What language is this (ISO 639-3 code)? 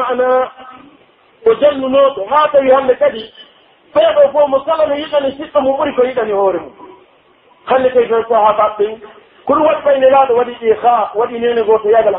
fuf